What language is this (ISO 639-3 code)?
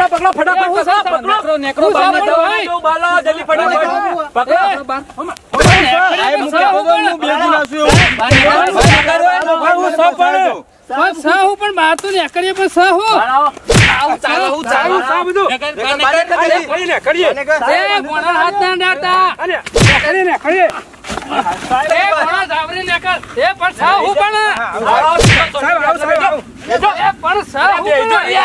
guj